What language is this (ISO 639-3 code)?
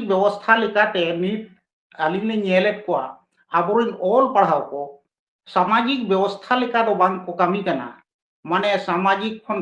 sat